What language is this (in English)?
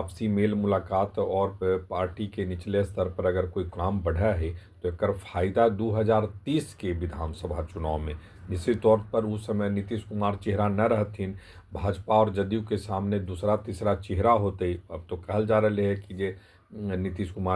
Magahi